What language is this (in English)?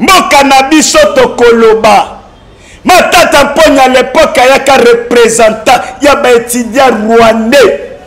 Lingala